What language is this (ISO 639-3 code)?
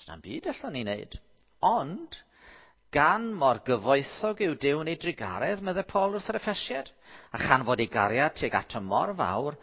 cym